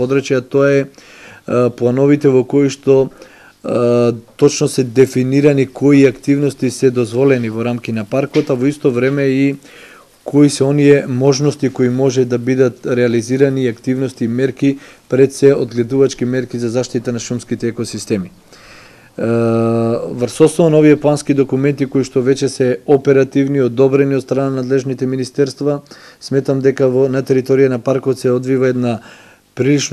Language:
Macedonian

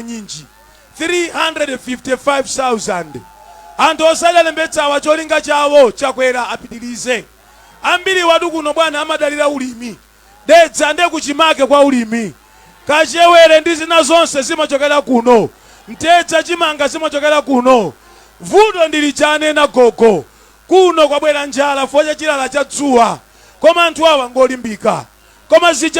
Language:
Nyanja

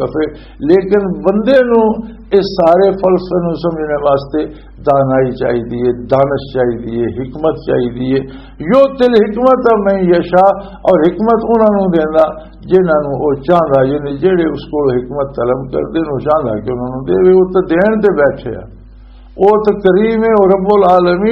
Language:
Western Panjabi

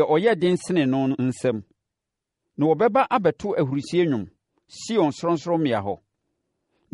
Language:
Akan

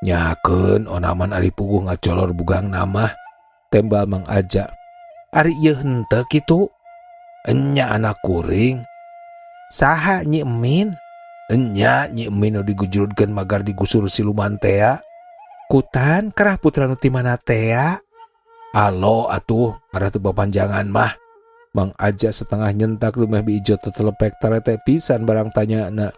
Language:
Sundanese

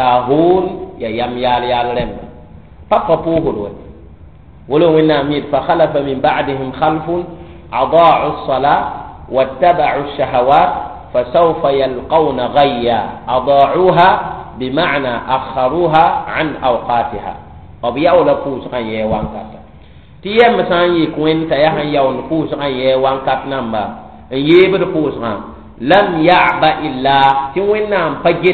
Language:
Mossi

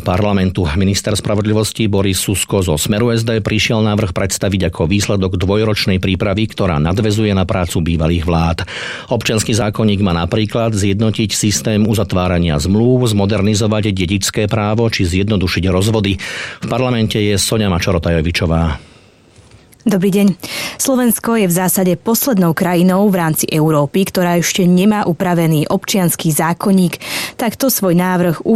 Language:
Slovak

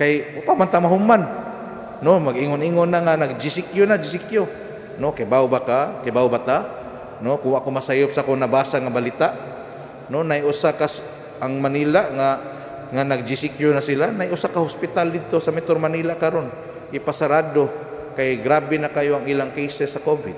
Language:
Cebuano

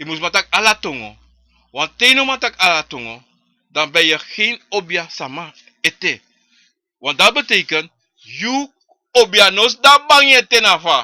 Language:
Sranan Tongo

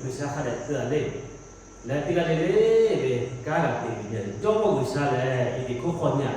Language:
Lahu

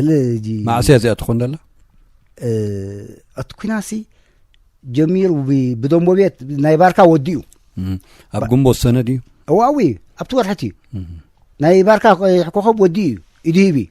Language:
Tigrinya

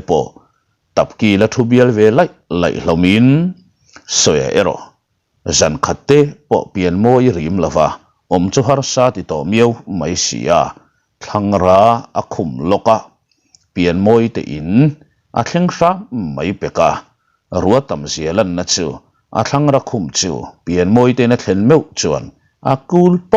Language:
Mizo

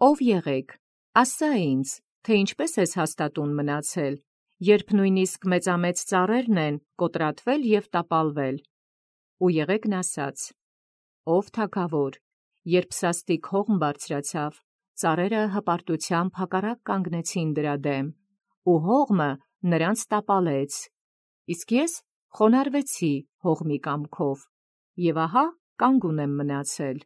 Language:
Armenian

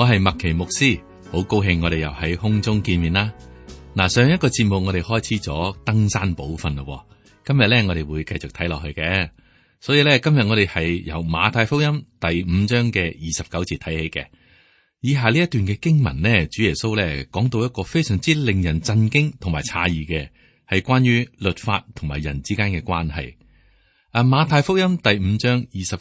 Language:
Cantonese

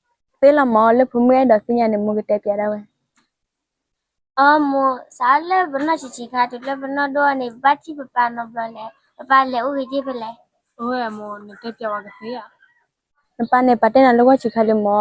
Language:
S'gaw Karen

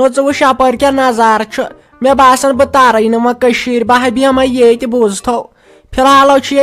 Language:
Kashmiri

